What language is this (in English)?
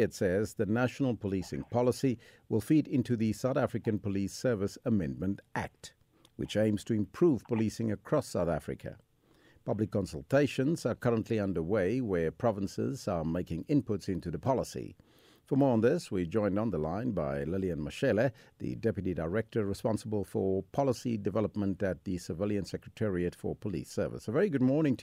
English